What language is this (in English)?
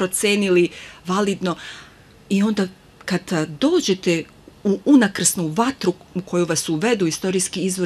Serbian